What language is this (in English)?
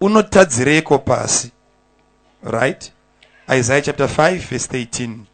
Shona